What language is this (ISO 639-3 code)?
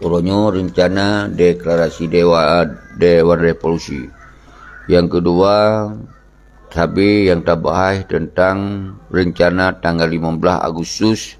ace